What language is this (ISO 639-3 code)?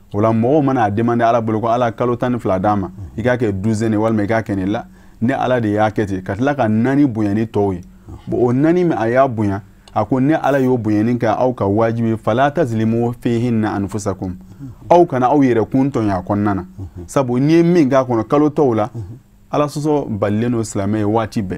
bam